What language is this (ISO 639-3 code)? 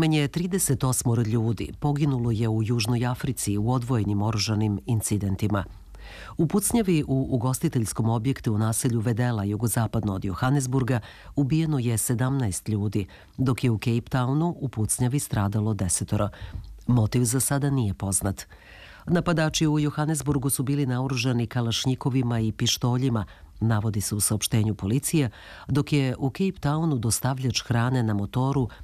srp